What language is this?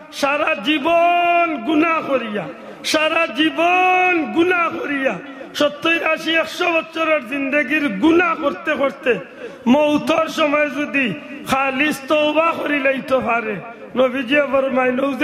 Sylheti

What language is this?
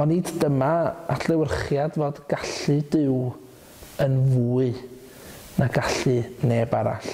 Welsh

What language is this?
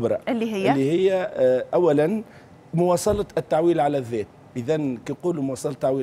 Tunisian Arabic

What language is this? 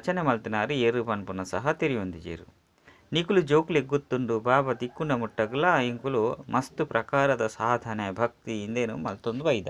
Tulu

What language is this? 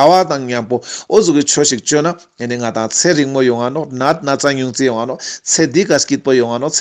Ladakhi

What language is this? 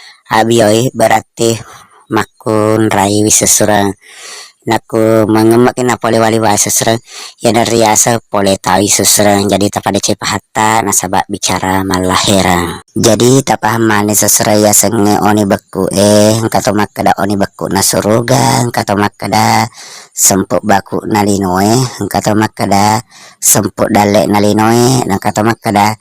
Buginese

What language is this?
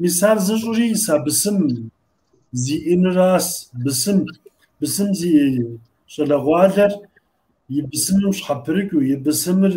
Kabardian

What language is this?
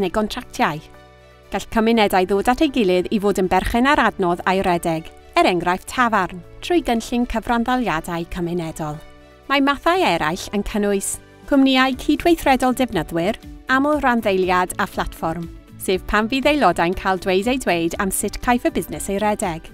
Welsh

